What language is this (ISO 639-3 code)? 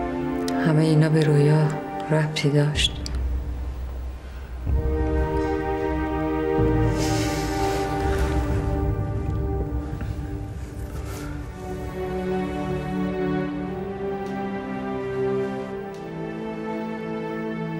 fas